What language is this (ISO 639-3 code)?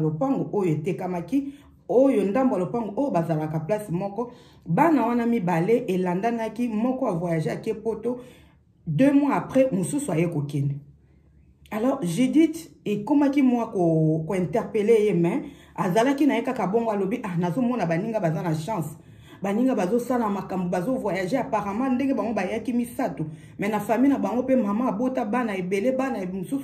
lin